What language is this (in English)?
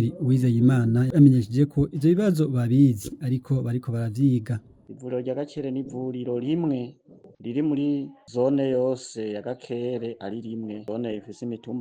Rundi